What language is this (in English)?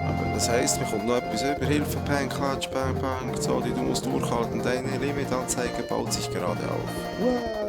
Swiss German